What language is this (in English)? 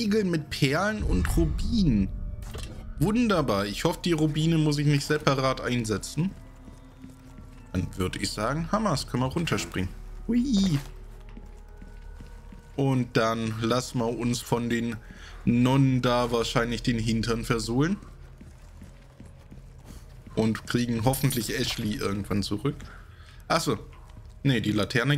German